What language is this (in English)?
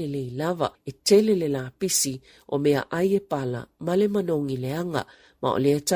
Samoan